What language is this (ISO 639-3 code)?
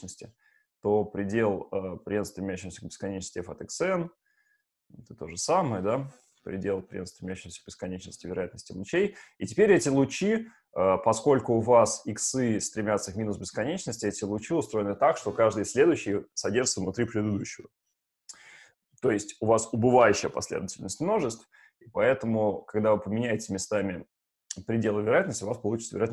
rus